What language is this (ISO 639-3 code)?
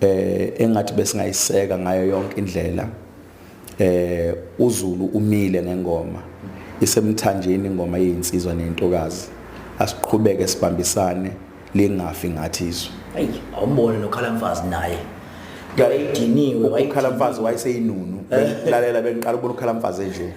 zul